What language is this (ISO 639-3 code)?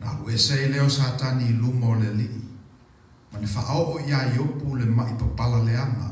smo